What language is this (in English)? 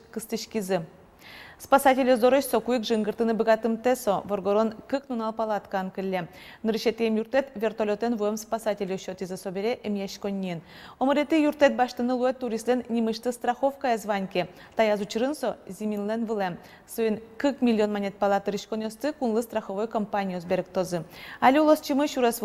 Udmurt